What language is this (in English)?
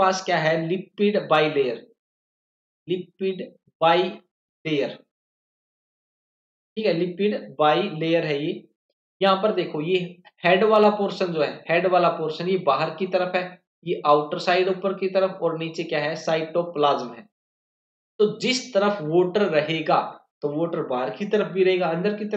Hindi